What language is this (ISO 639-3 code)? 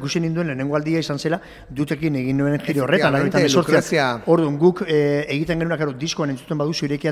eus